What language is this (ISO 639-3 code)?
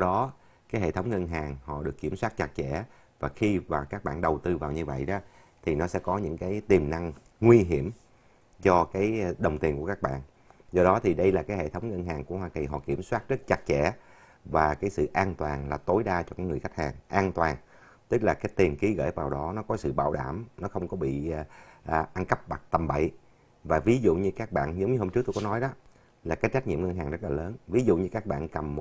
vie